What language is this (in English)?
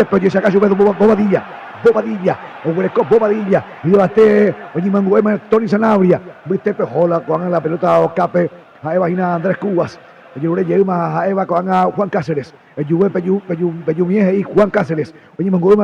Guarani